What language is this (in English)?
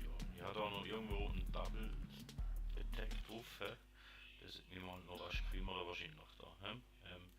Swiss German